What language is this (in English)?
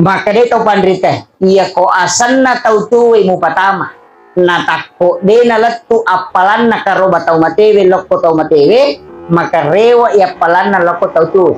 Buginese